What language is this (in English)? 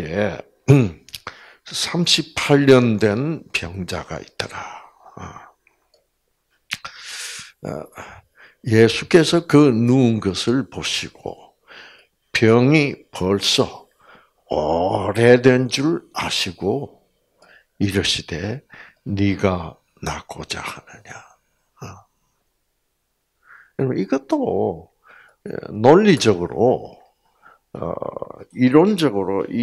Korean